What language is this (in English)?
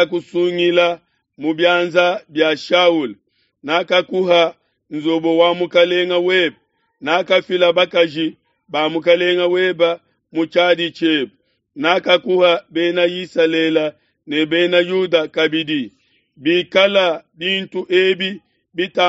Luba-Lulua